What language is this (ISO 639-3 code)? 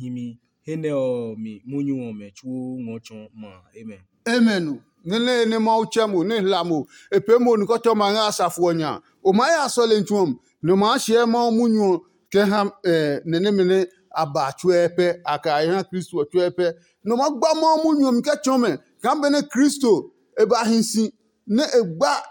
ada